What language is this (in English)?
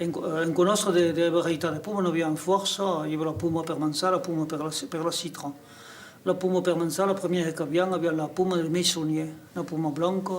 Occitan